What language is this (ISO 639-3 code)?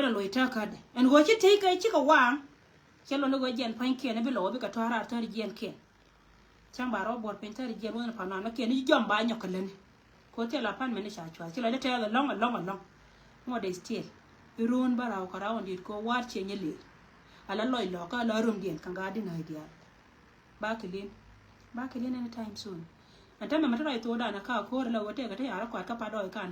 nus